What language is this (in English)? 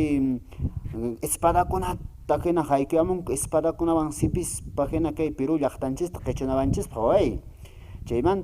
Quechua